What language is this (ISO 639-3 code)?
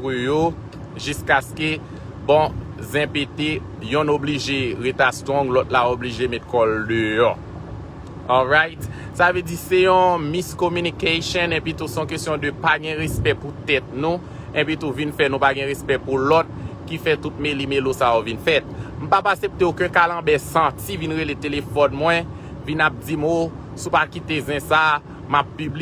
hat